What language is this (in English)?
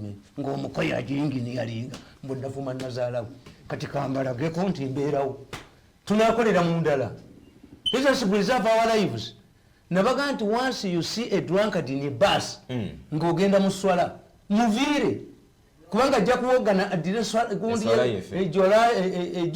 Ganda